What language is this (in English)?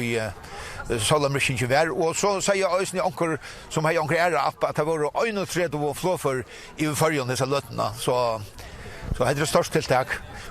Faroese